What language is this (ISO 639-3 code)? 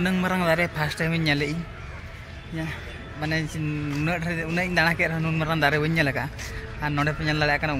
sat